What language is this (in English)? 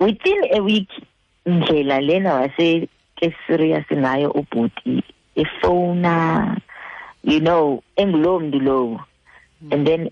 Xhosa